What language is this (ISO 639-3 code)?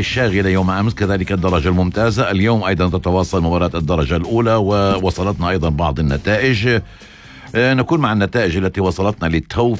apc